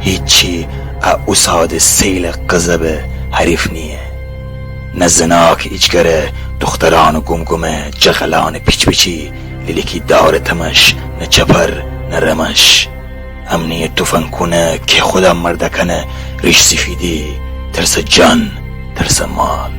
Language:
Gilaki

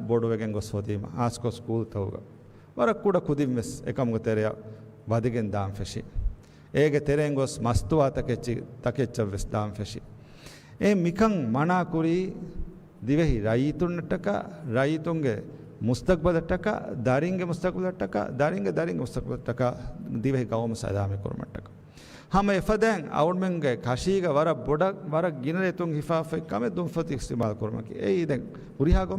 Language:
Divehi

